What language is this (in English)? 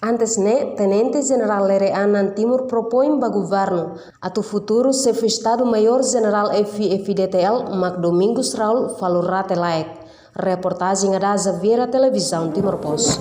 Tetum